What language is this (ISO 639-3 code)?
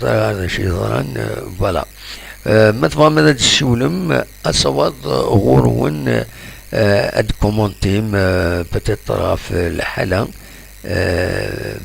kab